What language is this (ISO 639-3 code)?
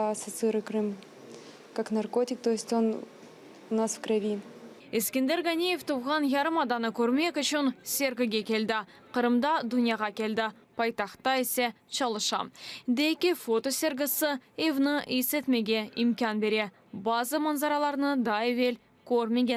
crh